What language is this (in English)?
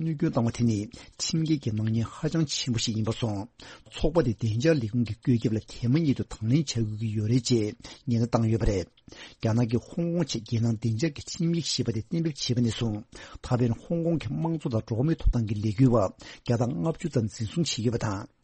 Tibetan